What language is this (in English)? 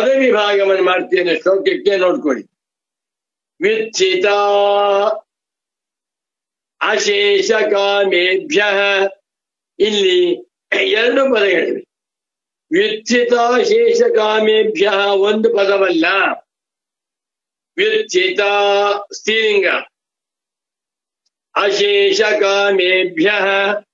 Kannada